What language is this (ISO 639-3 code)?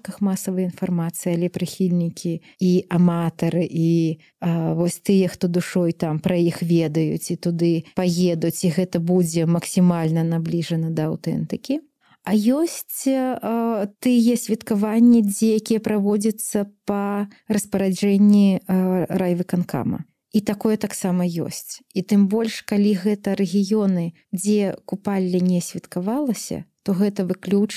bel